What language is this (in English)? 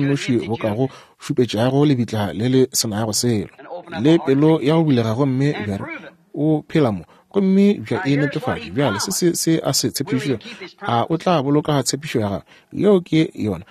Northern Sotho